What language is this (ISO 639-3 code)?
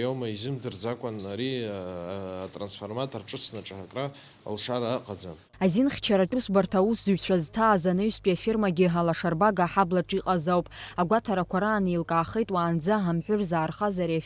abk